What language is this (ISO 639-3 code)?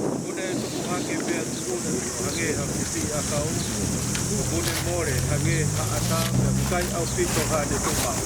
ton